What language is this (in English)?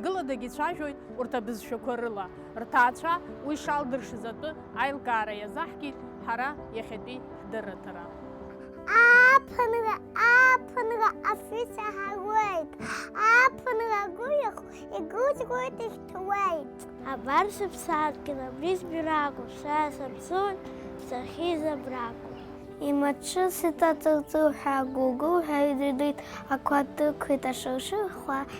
Abkhazian